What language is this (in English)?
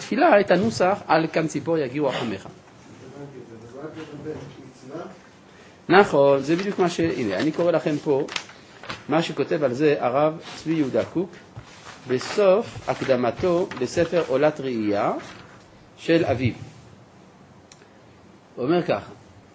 Hebrew